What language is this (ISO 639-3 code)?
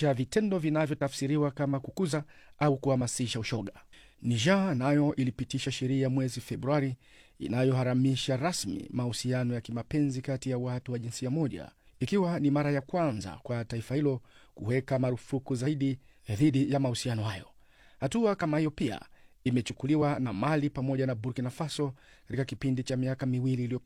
swa